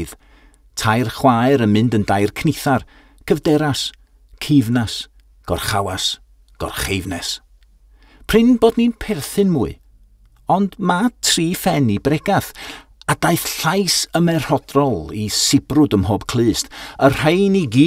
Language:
Welsh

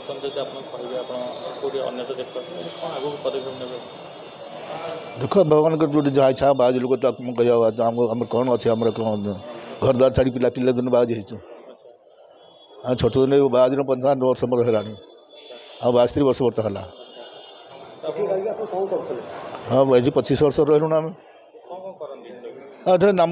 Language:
Odia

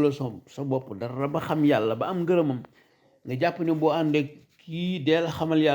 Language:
Wolof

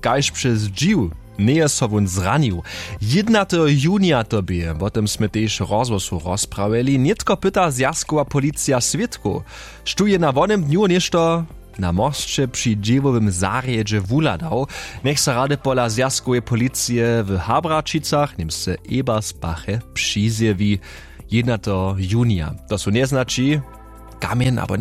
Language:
Upper Sorbian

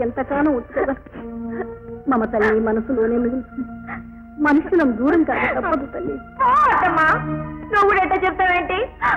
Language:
Telugu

